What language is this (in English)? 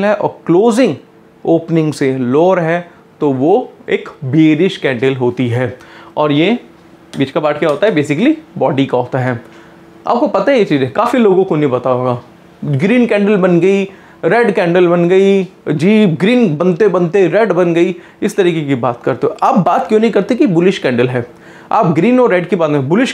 Hindi